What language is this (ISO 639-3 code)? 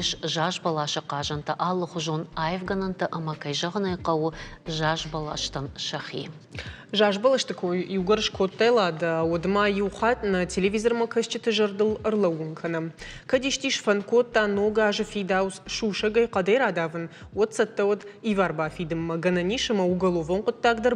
oss